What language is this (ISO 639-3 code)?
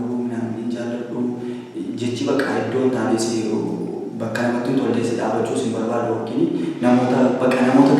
orm